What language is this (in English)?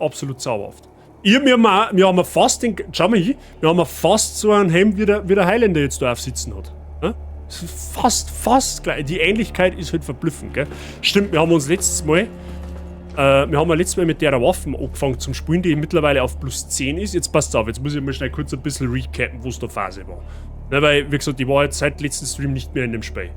Bavarian